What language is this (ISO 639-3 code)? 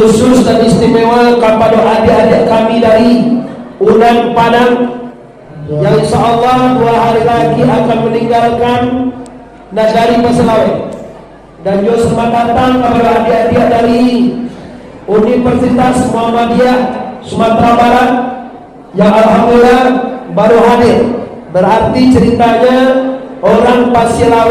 min